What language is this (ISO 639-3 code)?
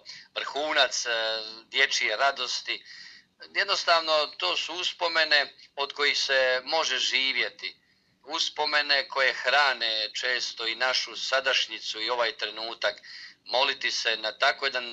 hrv